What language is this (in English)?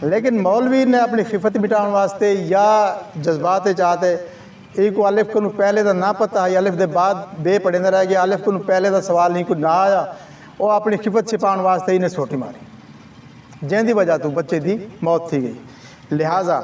Saraiki